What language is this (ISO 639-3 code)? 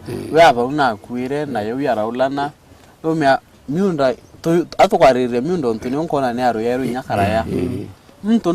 mer